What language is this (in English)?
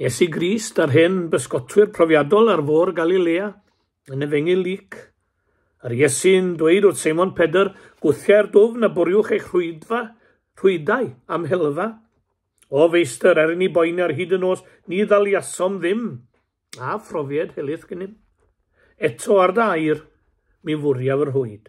Welsh